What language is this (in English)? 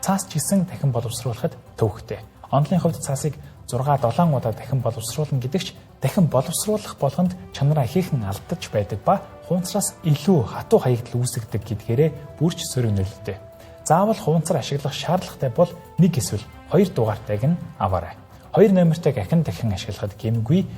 Mongolian